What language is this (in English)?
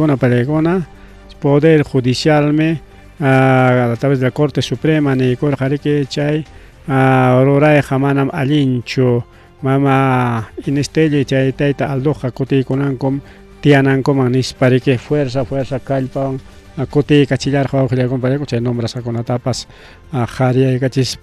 Ayacucho Quechua